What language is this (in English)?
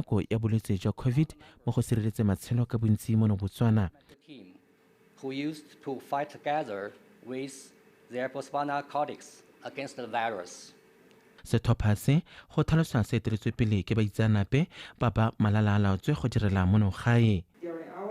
Tswana